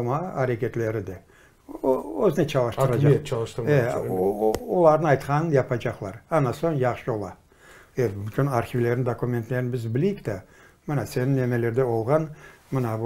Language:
Crimean Tatar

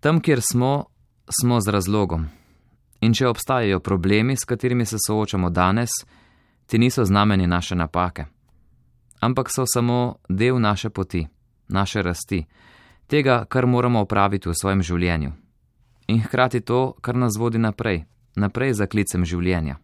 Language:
Slovenian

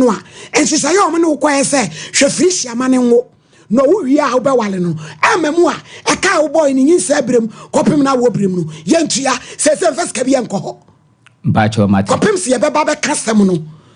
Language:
Akan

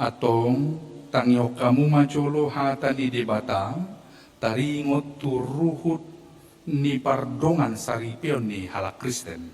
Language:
Batak Toba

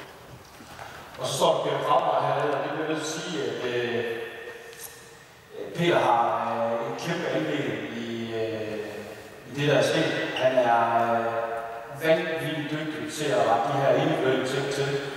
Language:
Danish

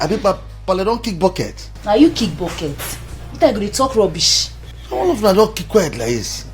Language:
Nigerian Pidgin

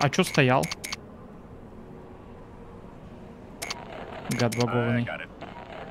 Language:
Russian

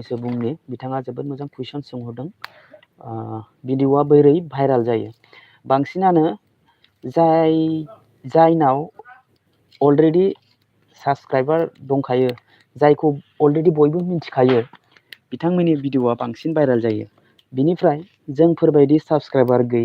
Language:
Bodo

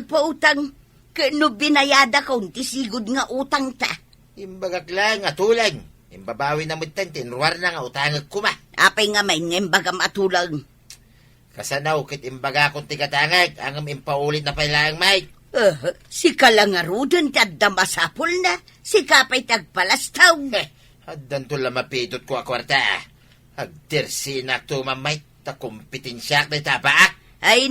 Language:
Iloko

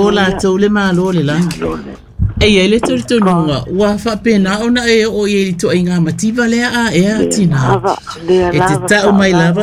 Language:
Samoan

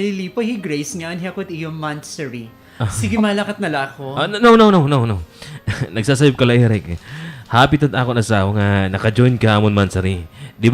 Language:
Waray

